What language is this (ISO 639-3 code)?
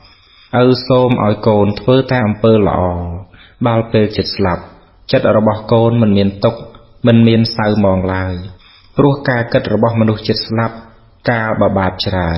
khm